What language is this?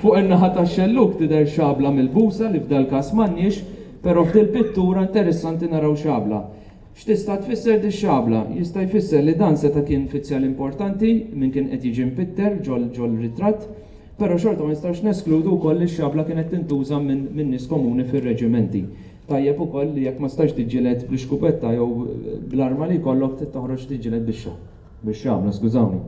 Maltese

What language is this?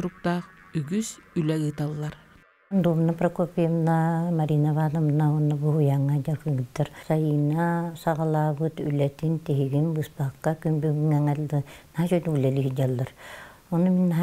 Yakut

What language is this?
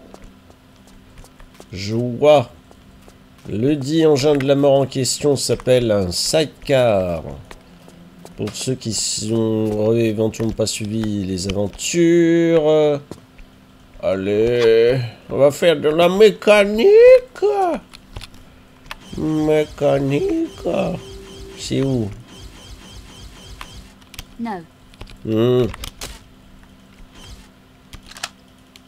French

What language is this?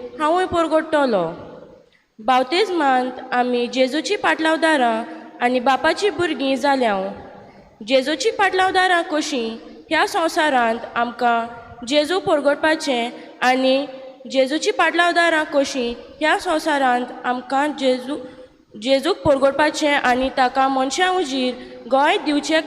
Konkani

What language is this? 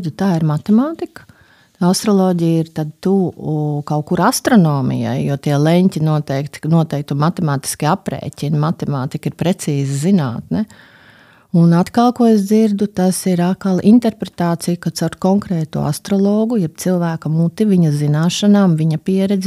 Latvian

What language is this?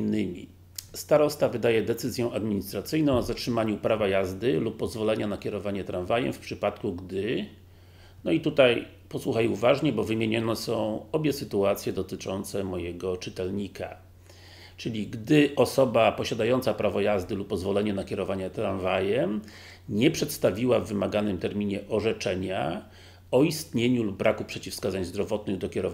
Polish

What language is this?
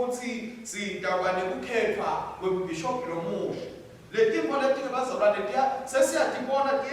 Swati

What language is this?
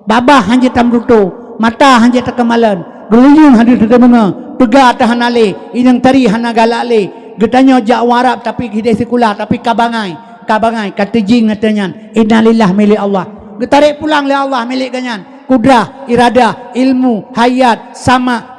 Achinese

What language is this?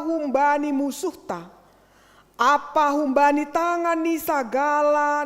Batak Simalungun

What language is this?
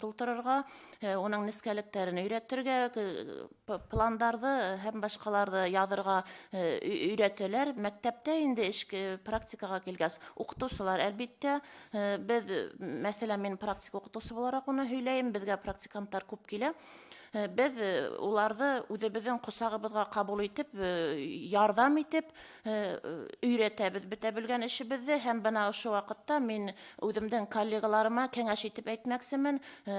Bashkir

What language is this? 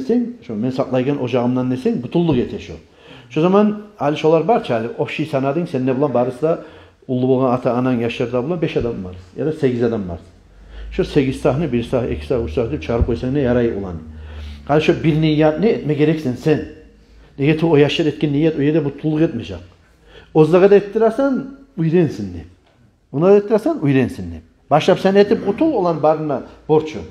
Kumyk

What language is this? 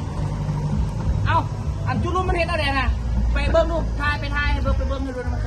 Lao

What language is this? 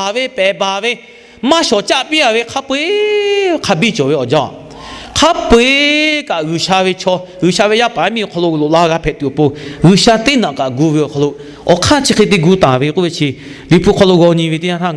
Lahu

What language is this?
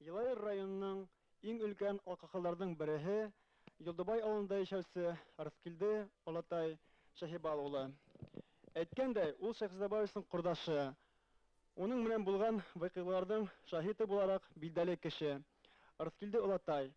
Bashkir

